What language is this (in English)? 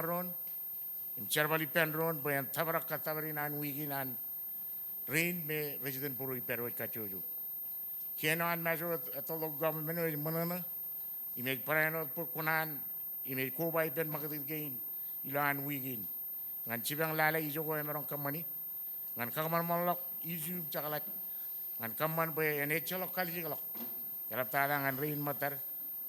Marshallese